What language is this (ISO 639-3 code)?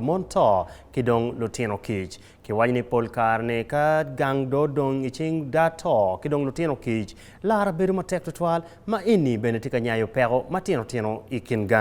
ach